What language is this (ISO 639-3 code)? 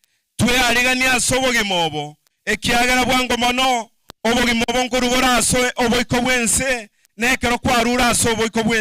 guz